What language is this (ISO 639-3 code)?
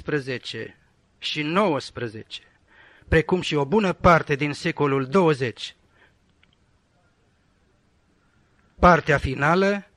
ron